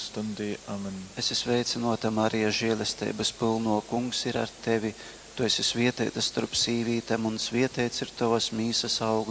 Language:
Latgalian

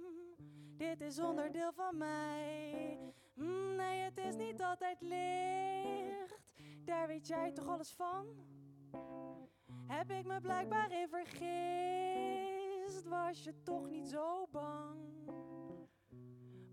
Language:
Dutch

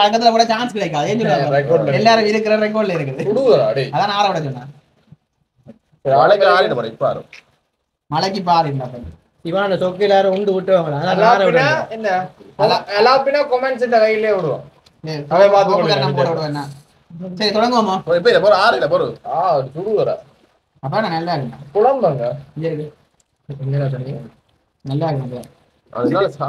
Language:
Tamil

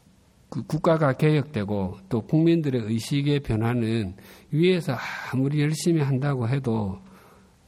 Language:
Korean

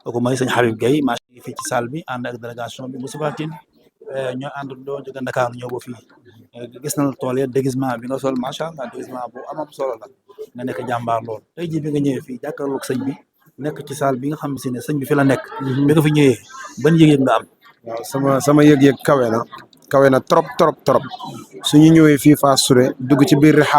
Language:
Wolof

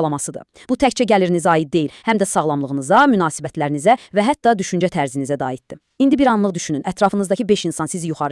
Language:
Azerbaijani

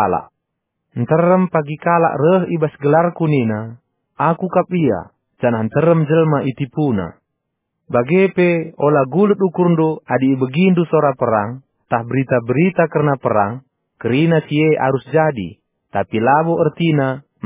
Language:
Batak Karo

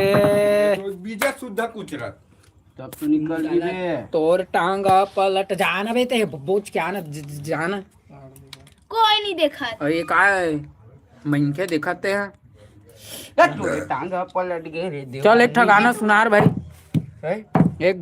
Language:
Chhattisgarhi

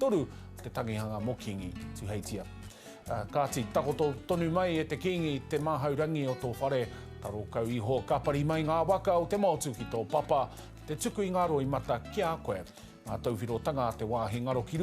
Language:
Māori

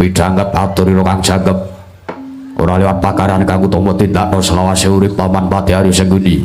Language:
Javanese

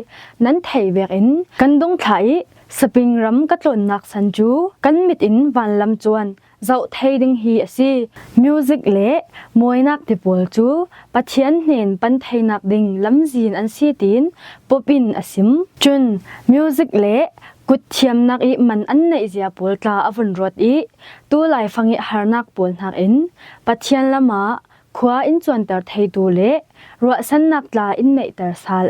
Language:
Falam Chin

